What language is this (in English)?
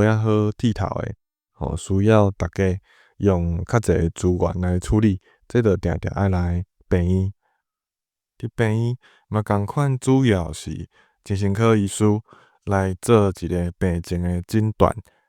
Min Nan Chinese